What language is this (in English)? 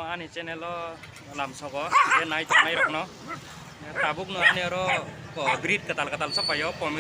Kok Borok